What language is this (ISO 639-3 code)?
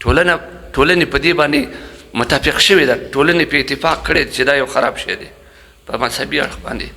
pus